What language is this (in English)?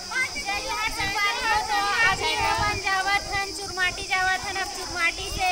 Chhattisgarhi